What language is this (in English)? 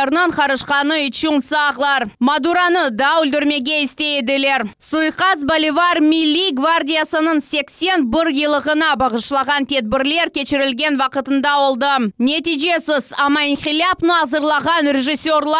Crimean Tatar